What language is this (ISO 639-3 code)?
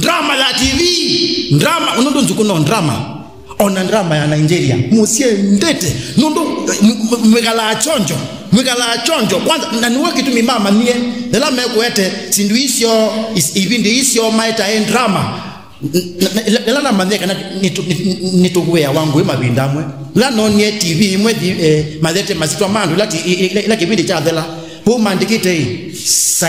kam